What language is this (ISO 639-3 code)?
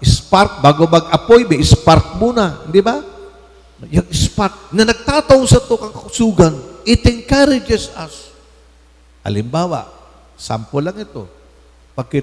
bik